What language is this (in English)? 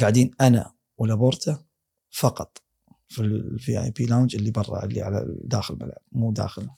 Gulf Arabic